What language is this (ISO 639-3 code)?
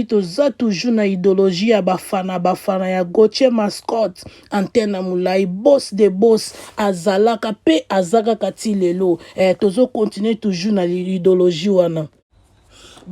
lin